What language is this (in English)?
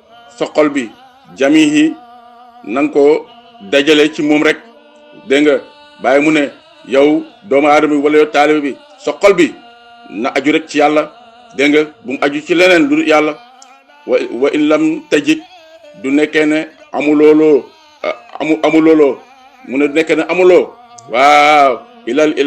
Wolof